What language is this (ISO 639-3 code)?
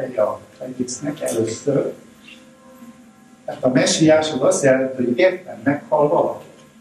hun